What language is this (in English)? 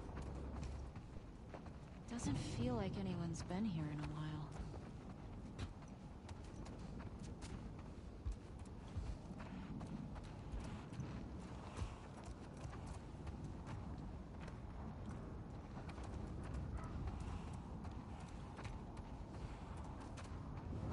English